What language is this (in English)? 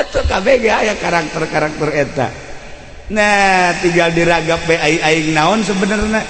Sundanese